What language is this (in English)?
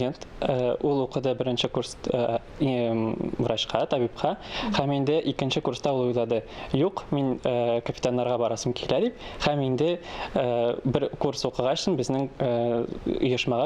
Tatar